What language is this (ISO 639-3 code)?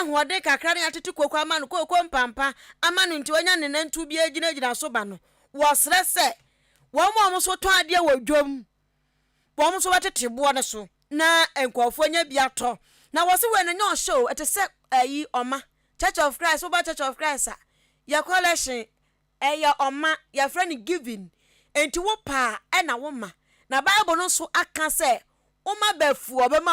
aka